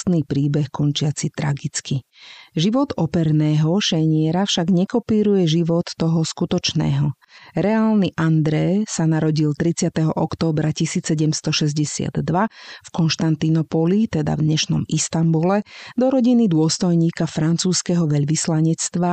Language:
Slovak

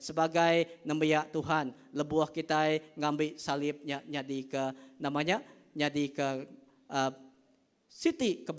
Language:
Iban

